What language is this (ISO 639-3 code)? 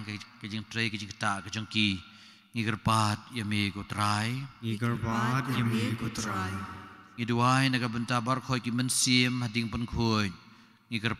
kha